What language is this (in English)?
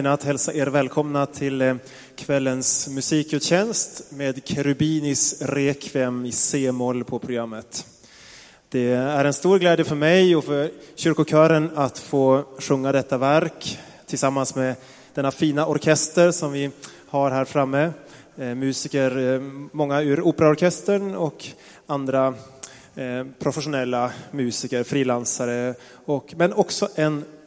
Swedish